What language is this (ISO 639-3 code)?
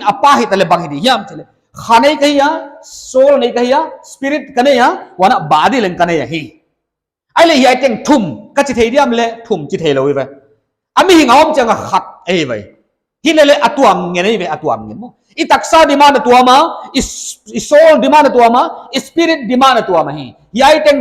pck